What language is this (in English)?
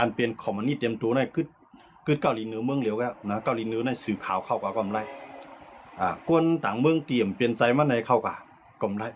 Shan